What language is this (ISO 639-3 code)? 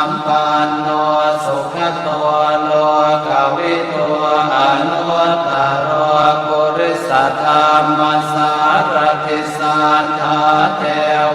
pli